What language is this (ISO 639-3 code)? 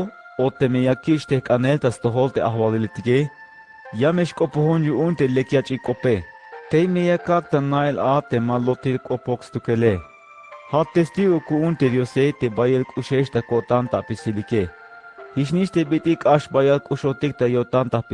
tzh